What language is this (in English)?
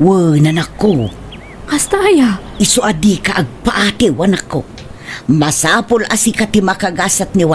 Iloko